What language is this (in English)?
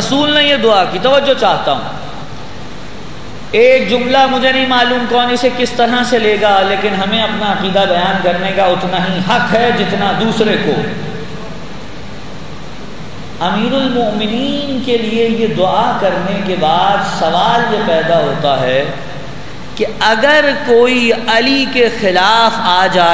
Urdu